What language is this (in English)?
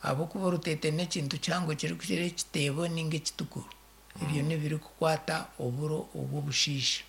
Nyankole